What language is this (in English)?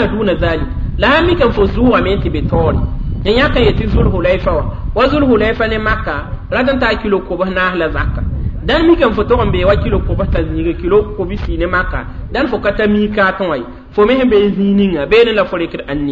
Mossi